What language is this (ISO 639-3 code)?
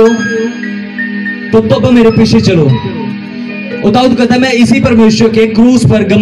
hin